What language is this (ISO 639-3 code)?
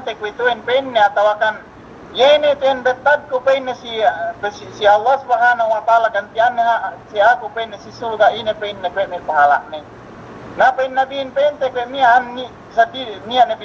yka